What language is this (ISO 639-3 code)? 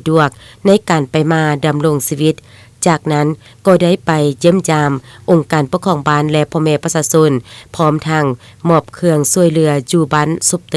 lao